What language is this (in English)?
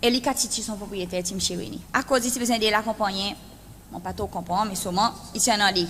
Seselwa Creole French